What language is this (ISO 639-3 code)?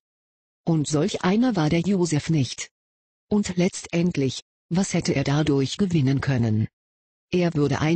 deu